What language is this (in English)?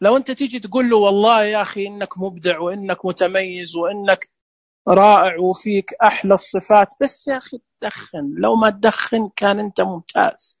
Najdi Arabic